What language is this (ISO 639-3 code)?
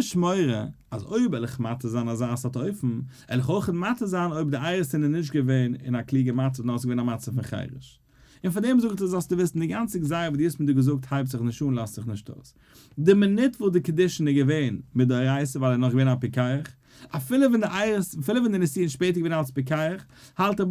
yid